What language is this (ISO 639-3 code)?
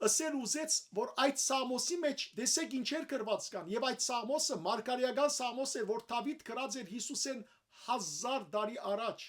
hyw